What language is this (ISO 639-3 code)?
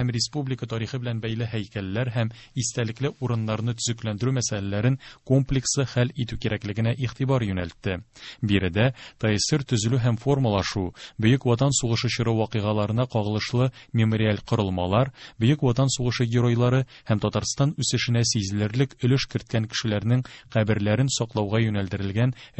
tat